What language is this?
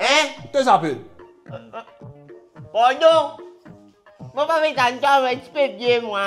Morisyen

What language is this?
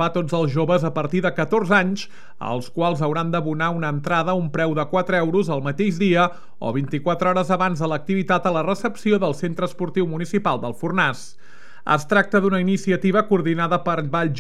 Catalan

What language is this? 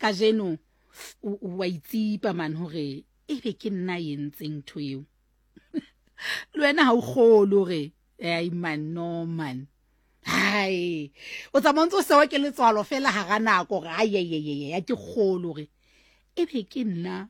Southern Sotho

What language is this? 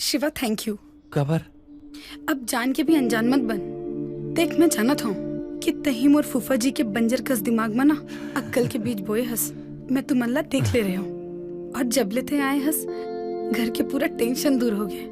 Chhattisgarhi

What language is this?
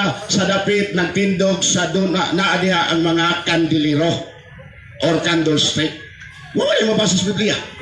Cebuano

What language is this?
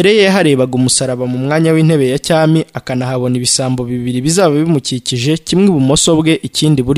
Kinyarwanda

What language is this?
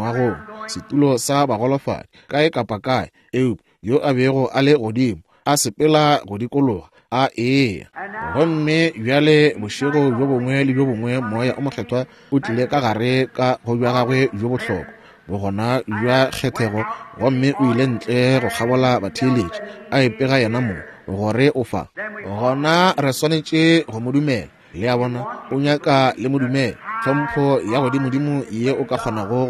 Northern Sotho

